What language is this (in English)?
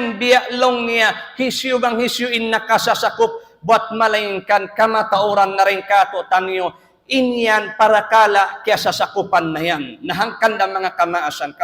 Tausug